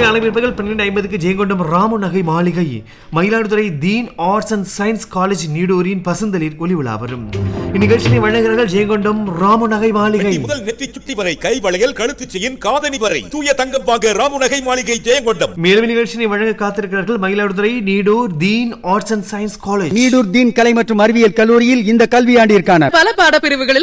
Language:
Tamil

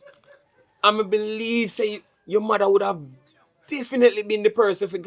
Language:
Jamaican Creole English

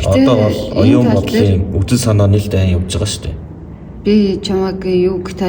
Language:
Mongolian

